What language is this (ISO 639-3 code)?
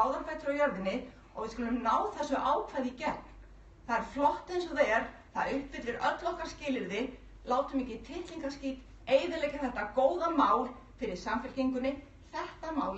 isl